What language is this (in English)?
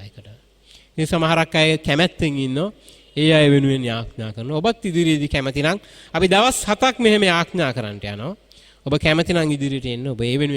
Sinhala